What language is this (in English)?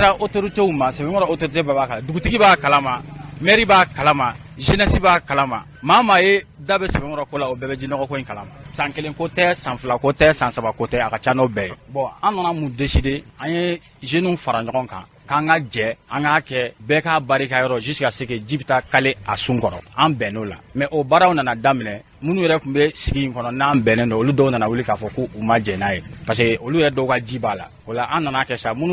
Bambara